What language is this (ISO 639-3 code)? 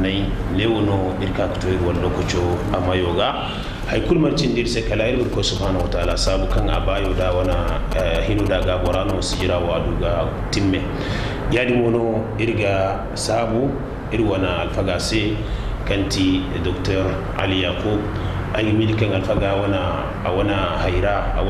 dje